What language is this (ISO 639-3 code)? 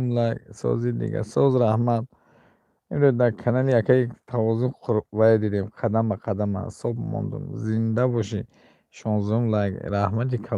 tgk